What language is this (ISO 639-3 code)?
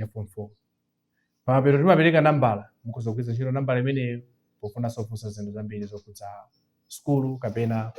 nya